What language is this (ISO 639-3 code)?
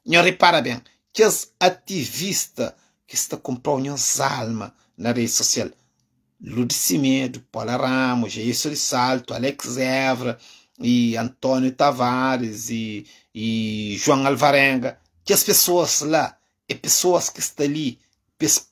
kea